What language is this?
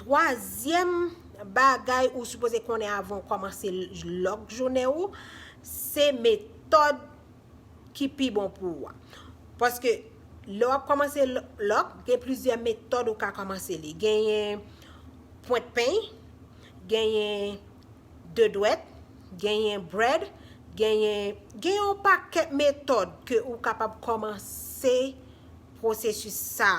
Haitian Creole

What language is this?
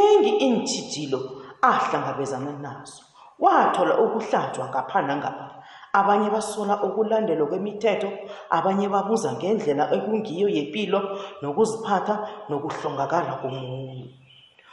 South Ndebele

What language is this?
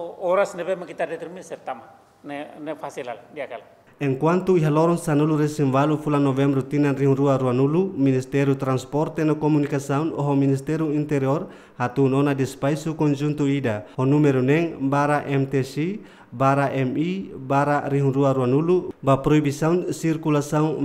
Tetum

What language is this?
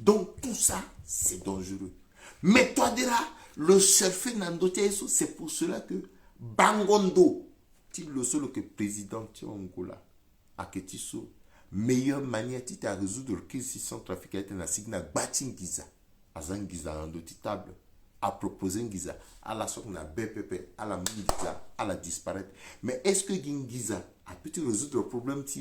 Sango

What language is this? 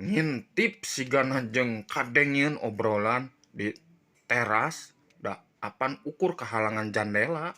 Sundanese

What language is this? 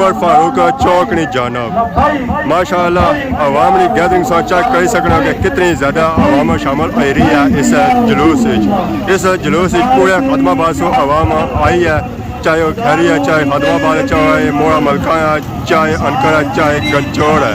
Pahari-Potwari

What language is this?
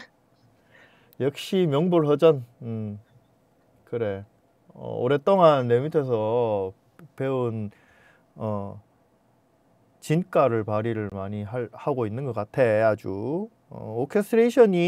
Korean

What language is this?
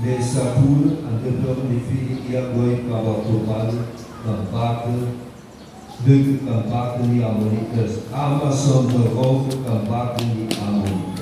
Nias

